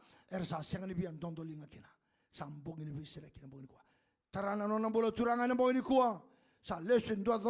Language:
Fijian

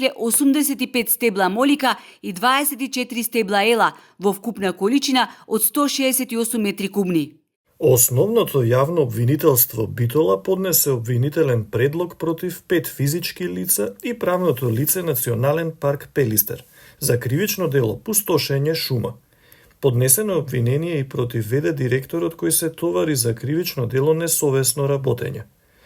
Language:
Macedonian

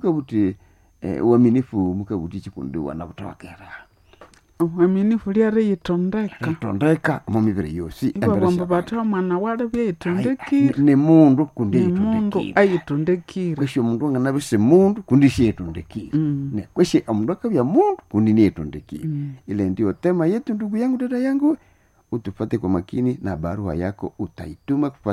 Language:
Nande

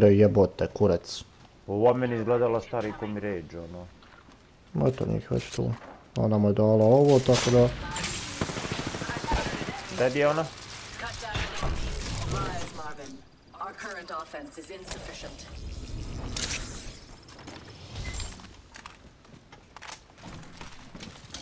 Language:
Croatian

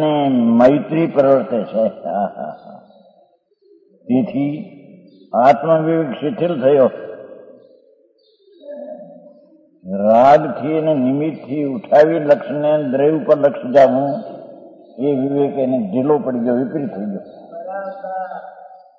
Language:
Gujarati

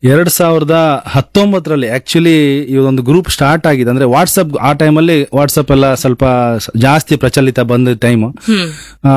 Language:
Kannada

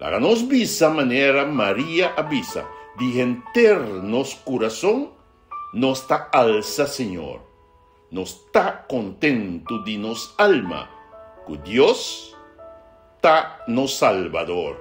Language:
Papiamento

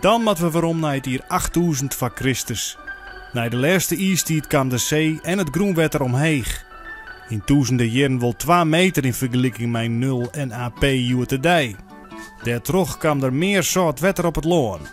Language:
Western Frisian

